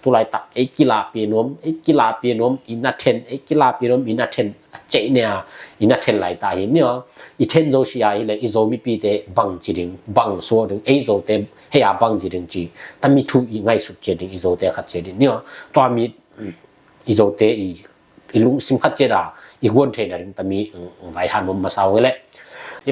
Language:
Tedim Chin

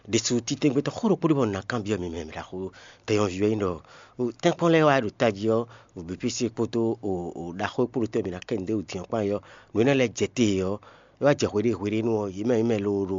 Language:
Fon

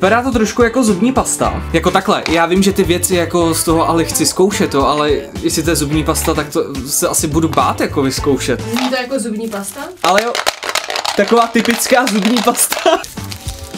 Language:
Czech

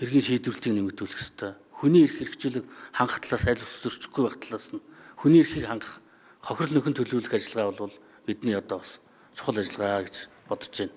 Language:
Mongolian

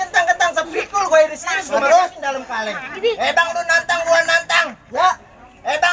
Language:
Betawi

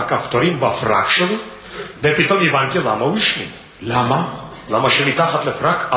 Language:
Hebrew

